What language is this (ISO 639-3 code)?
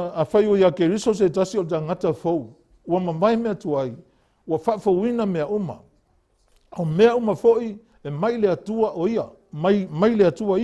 smo